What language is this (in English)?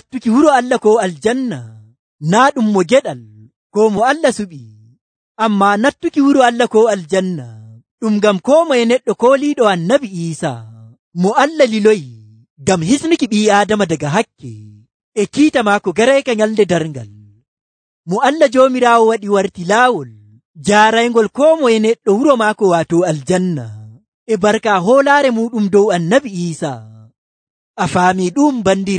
Nigerian Fulfulde